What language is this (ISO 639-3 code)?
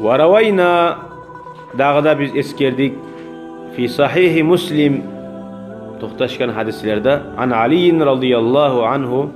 kum